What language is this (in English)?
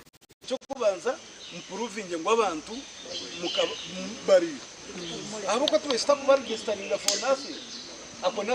Nyankole